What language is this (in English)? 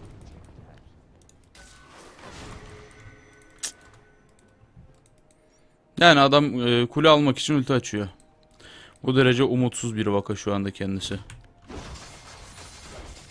Turkish